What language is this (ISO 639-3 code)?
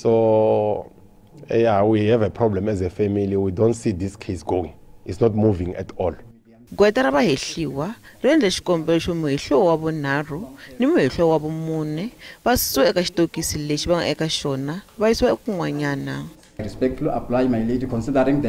tso